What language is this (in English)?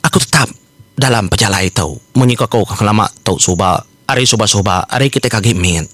Iban